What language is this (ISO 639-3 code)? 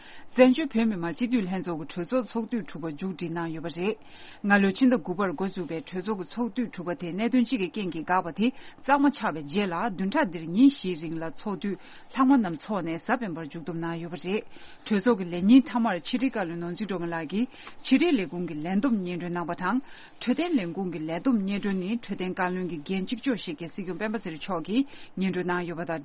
bod